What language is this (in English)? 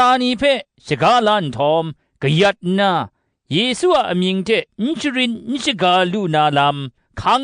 Kachin